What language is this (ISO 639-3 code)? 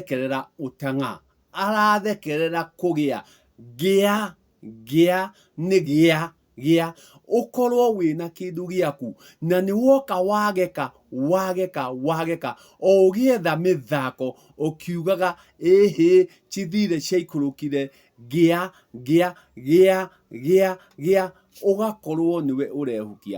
kik